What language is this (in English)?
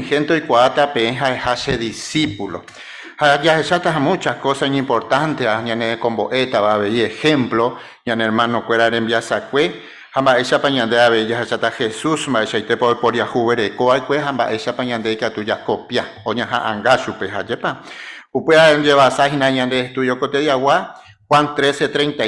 Guarani